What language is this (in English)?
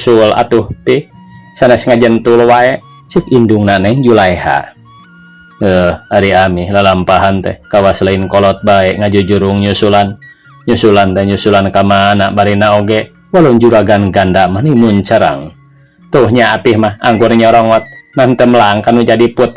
Sundanese